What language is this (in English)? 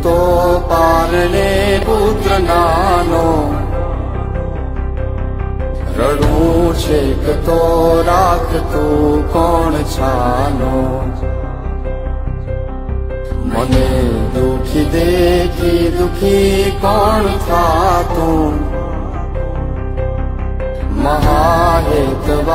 Gujarati